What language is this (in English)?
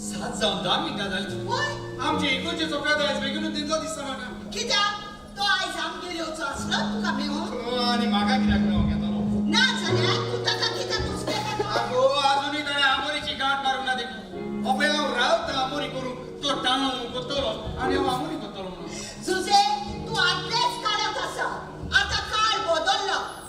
Konkani